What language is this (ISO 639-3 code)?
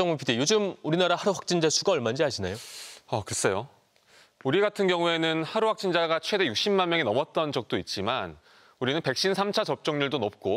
kor